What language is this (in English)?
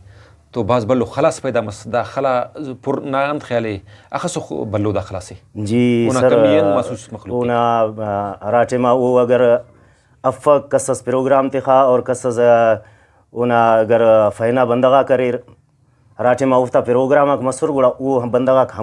Brahui